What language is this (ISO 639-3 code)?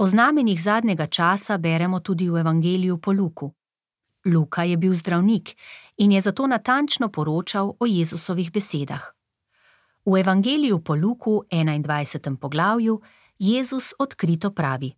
slv